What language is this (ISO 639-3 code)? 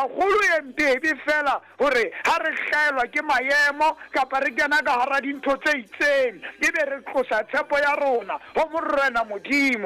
sot